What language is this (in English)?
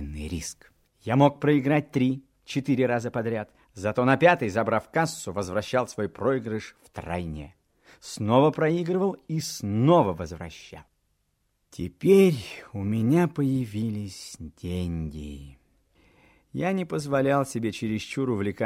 Russian